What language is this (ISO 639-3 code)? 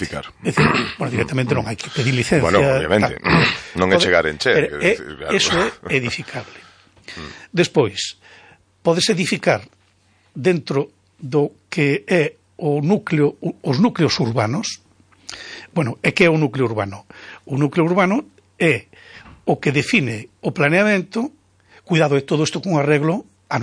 glg